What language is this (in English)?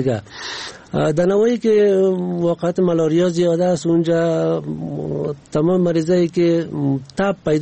Persian